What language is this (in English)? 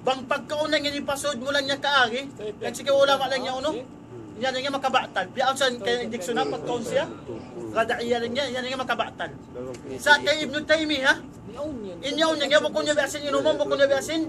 Tausug